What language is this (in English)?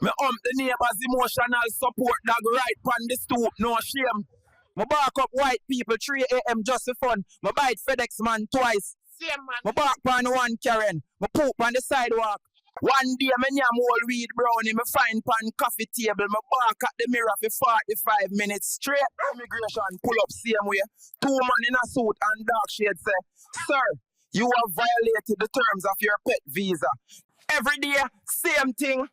Jamaican Creole English